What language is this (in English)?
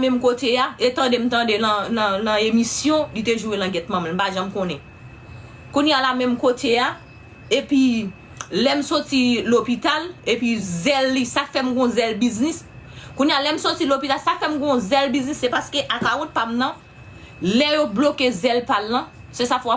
Haitian Creole